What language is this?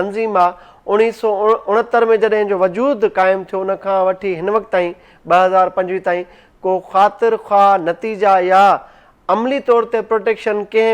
Sindhi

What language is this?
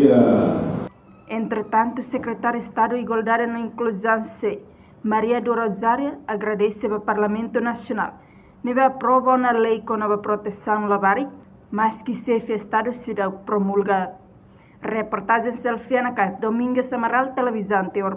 Tetum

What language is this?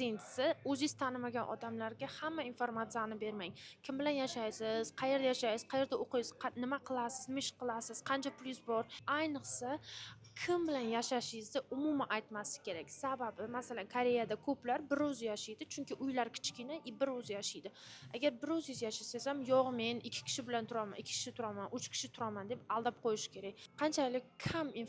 Uzbek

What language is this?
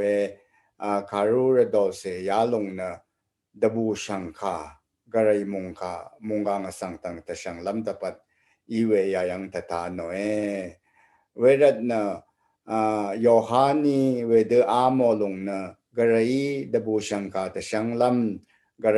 Rawang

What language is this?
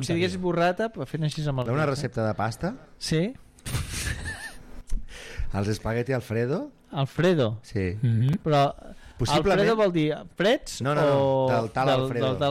Catalan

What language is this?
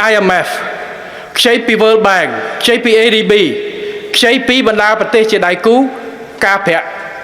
Khmer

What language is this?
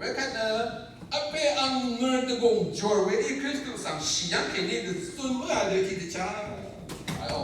Rawang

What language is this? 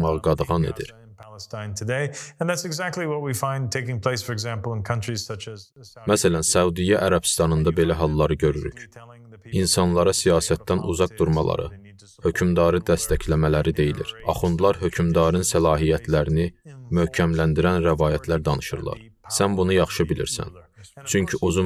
Azerbaijani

